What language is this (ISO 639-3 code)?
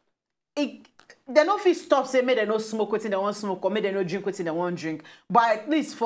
pcm